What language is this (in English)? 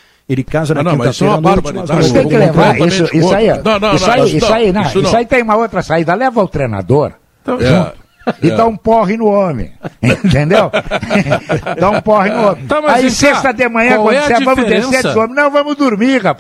Portuguese